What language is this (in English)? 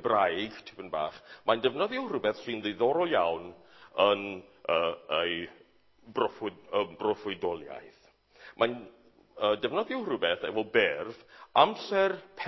Welsh